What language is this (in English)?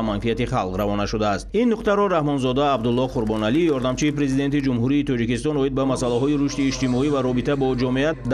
Tajik